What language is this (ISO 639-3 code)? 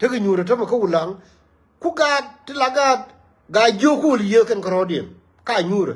nus